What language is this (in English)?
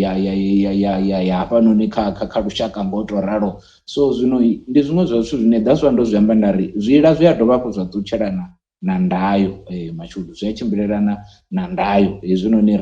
Venda